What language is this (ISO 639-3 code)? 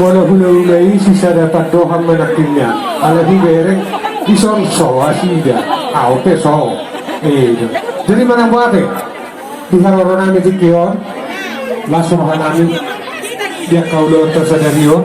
bbc